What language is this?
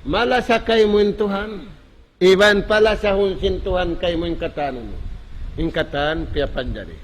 Tausug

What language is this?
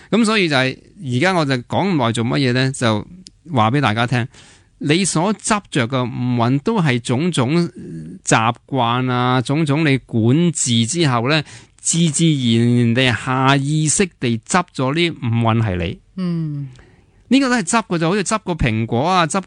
Cantonese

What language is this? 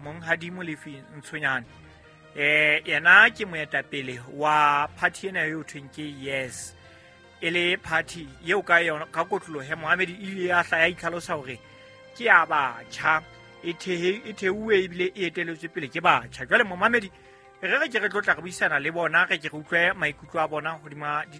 Southern Sotho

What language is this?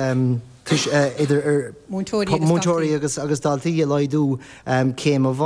Irish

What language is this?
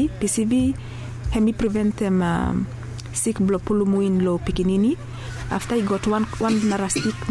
Bislama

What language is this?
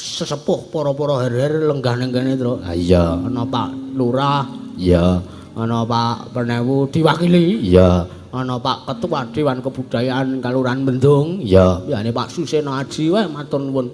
Javanese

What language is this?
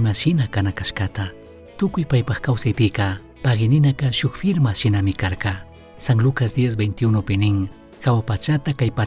Chimborazo Highland Quichua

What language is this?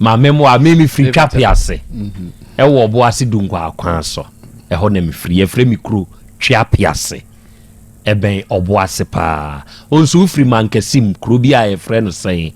Akan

